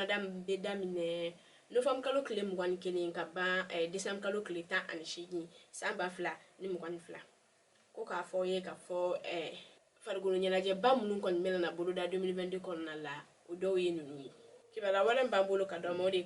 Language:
Bambara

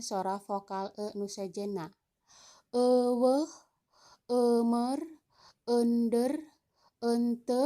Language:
Sundanese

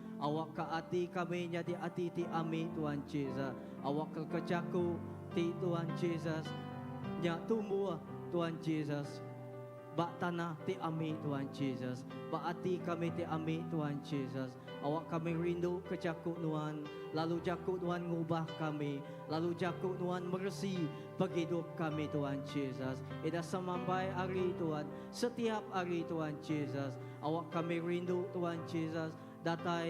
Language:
Iban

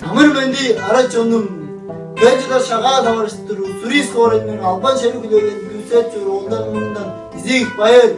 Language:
Tuvinian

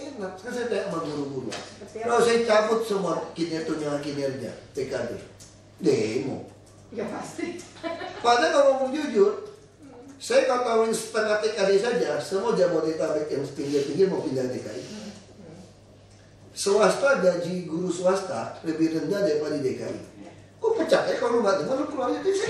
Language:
Indonesian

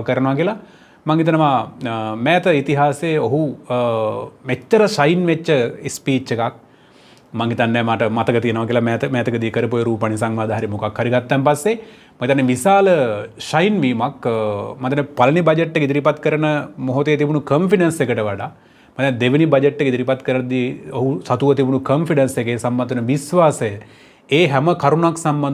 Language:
Sinhala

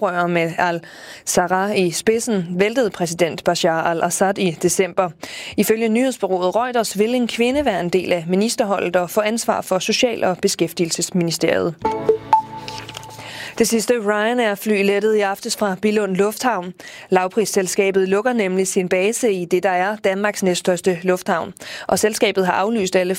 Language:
Danish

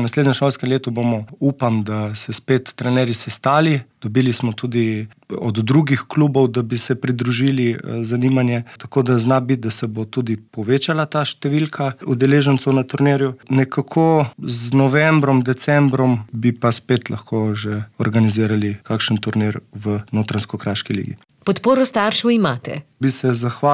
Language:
Slovenian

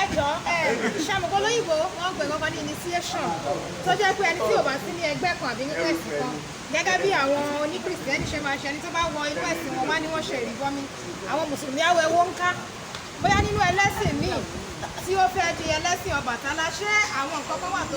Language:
Yoruba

